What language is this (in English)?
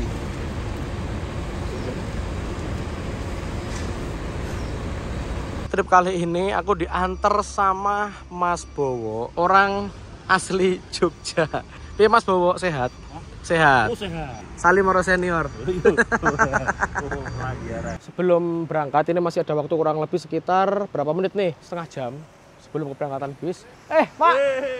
Indonesian